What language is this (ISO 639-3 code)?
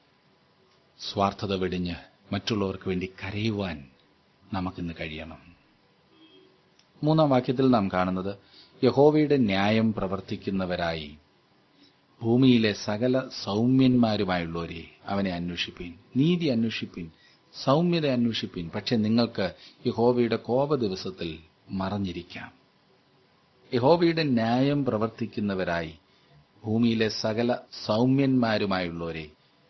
mal